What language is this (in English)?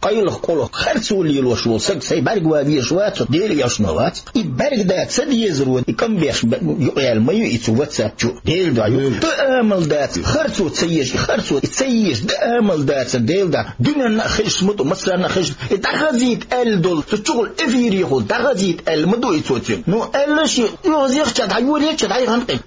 Chechen